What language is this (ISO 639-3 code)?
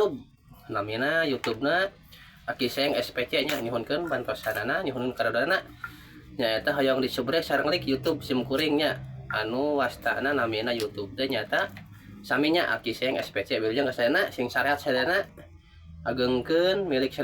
sun